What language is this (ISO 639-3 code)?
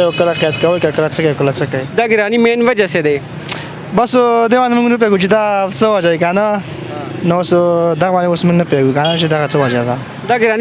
pus